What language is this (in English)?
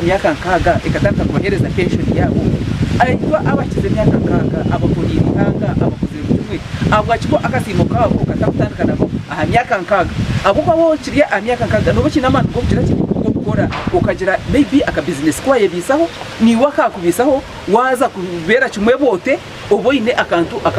Nyankole